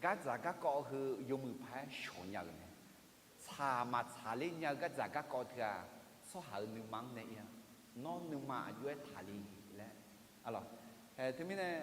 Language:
Akha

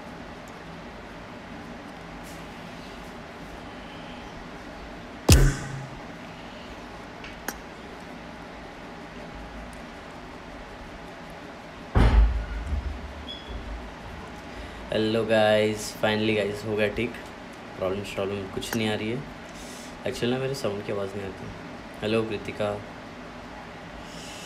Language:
Hindi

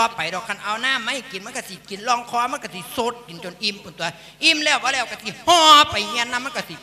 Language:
Lao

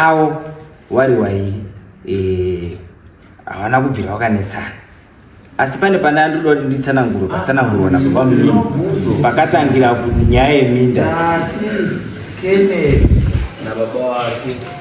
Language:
Shona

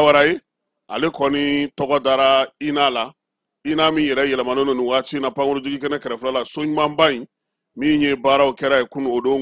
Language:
Bambara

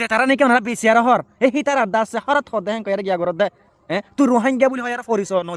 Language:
Rohingya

